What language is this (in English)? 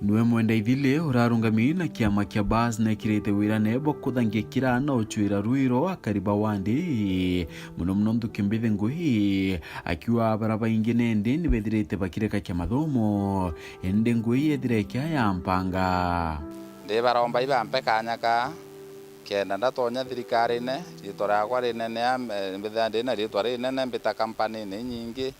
Meru